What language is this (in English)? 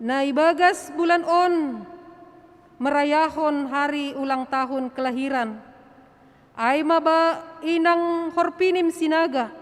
Batak Simalungun